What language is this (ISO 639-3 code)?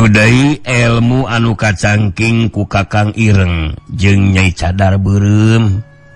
sun